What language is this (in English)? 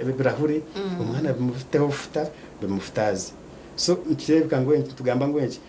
Nyankole